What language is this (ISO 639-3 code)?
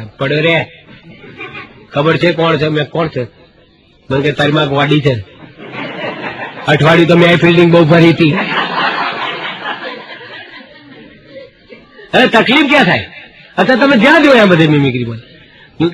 guj